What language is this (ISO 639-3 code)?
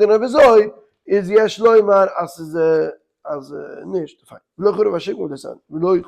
yid